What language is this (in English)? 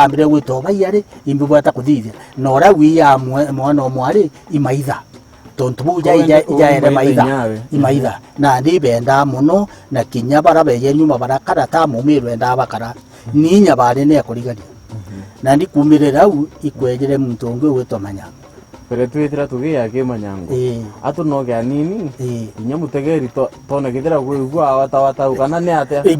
Meru